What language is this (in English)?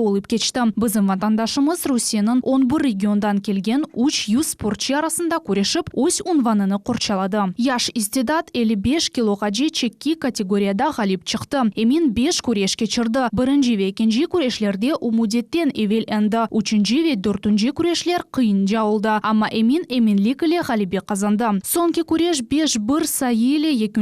Crimean Tatar